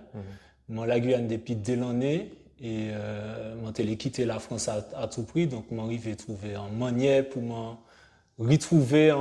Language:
Guadeloupean Creole French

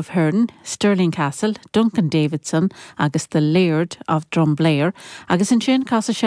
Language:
Irish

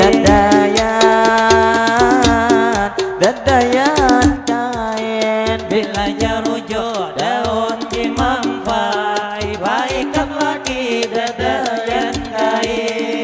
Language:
Banjar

